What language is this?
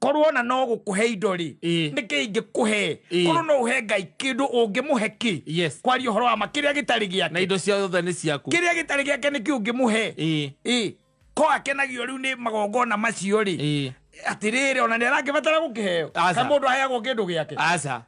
Kikuyu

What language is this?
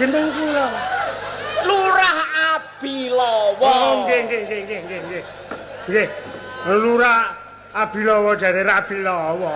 Javanese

